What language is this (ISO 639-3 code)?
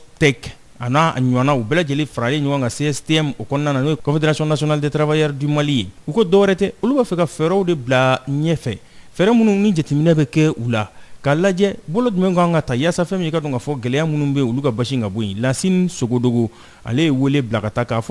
bam